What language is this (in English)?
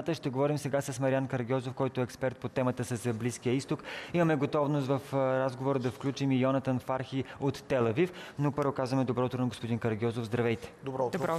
Bulgarian